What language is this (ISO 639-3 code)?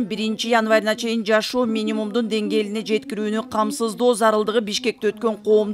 kir